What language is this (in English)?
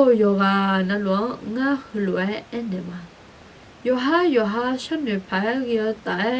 Akha